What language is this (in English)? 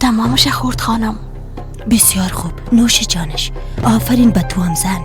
Persian